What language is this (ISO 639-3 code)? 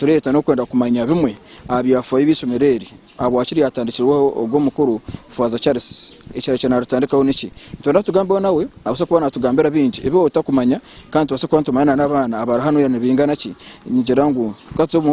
nyn